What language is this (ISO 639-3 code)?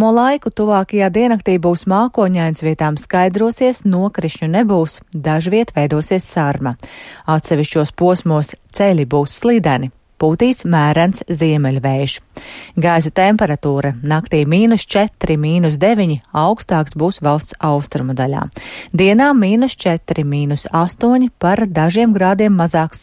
lav